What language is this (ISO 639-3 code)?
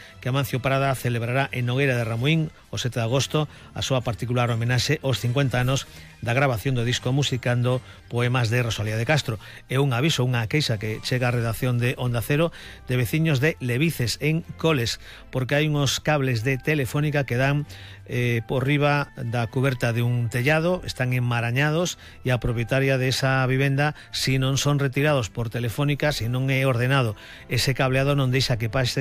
glg